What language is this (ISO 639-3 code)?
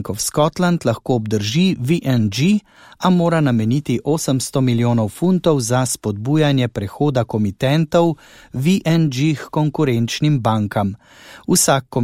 slv